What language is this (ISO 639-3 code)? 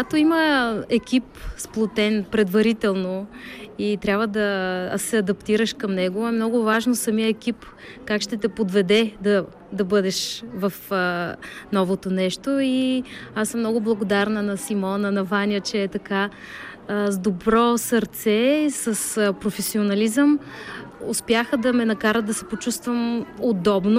bul